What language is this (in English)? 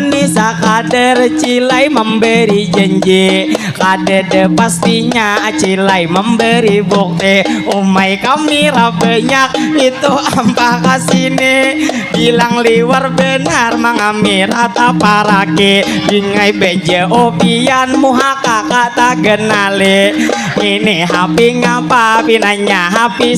Banjar